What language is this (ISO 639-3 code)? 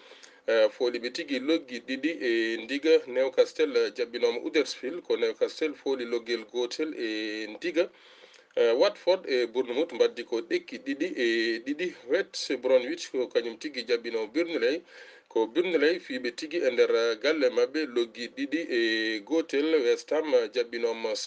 ful